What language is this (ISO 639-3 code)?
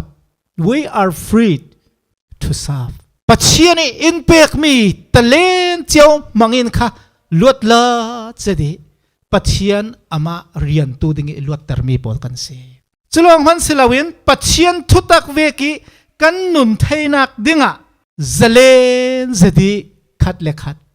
cfm